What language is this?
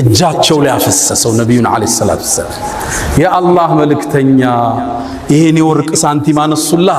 Amharic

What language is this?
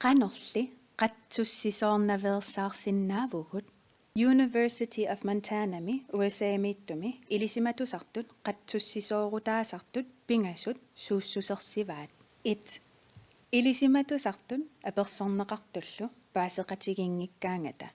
Kalaallisut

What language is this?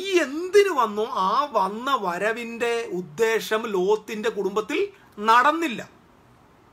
Malayalam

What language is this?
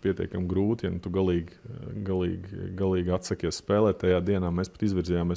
Latvian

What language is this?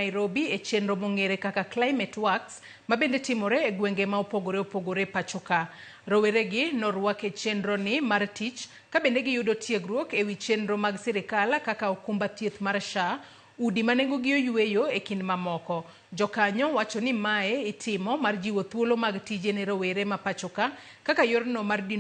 Luo (Kenya and Tanzania)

